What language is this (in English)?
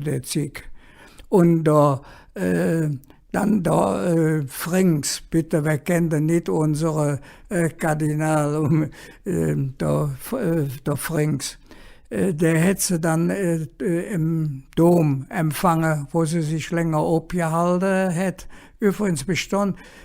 Colognian